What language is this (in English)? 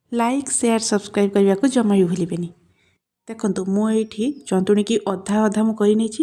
Odia